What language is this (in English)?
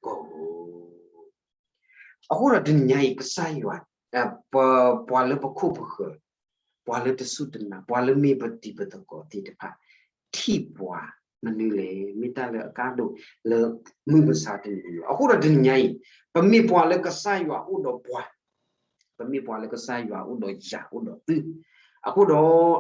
S'gaw Karen